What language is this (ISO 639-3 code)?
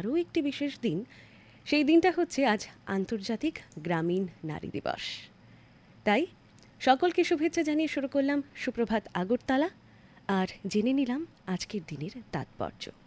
ben